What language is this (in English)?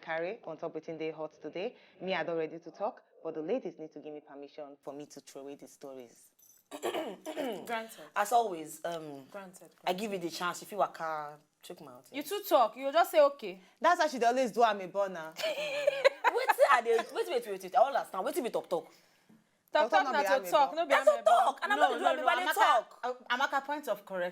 Nigerian Pidgin